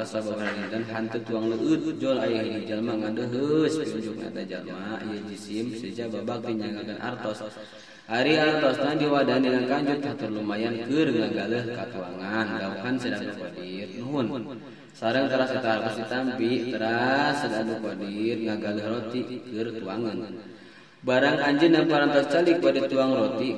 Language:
Sundanese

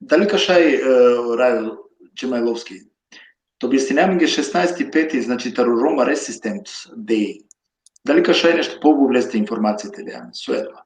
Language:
Balkan Romani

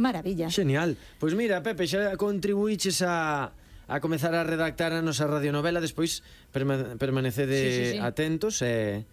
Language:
Galician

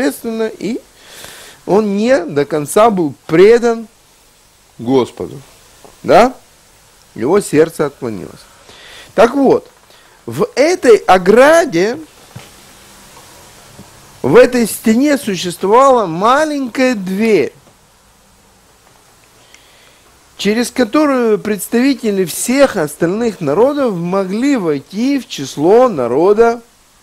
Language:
Russian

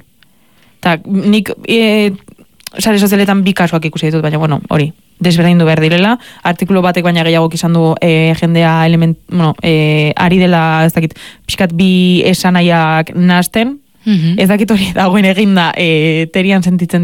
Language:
Basque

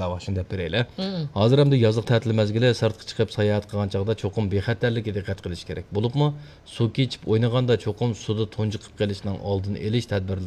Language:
Uyghur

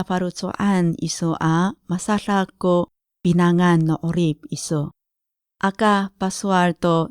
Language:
Amis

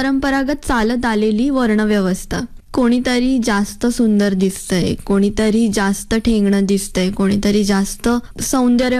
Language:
Marathi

